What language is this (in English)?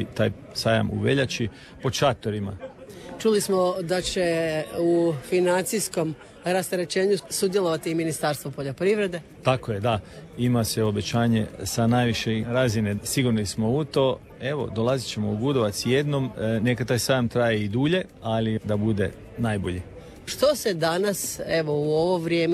Croatian